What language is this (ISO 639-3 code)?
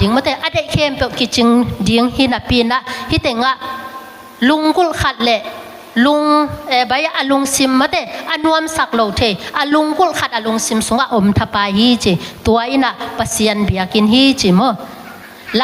ctd